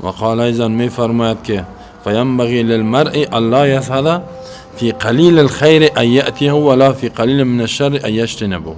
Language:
Persian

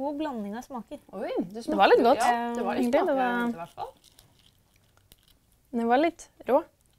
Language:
Norwegian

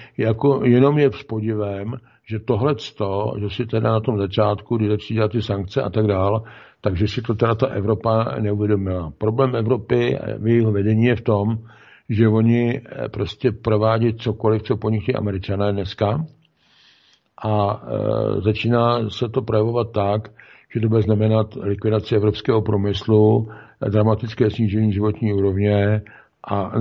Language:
Czech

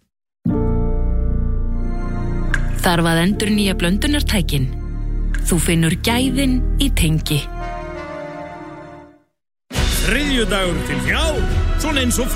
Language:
Icelandic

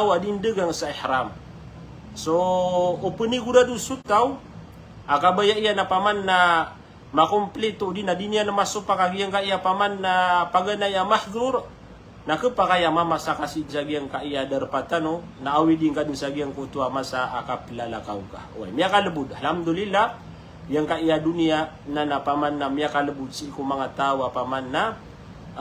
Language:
Maranao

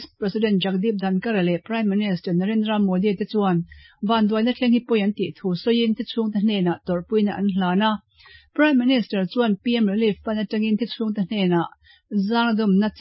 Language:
Mizo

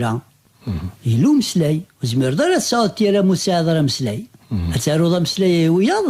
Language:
Kabyle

